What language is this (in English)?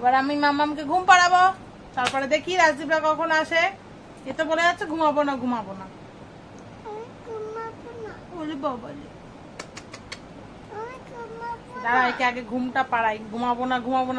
Bangla